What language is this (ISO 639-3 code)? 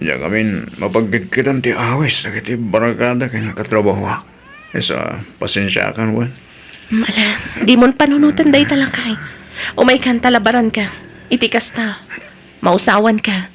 ilo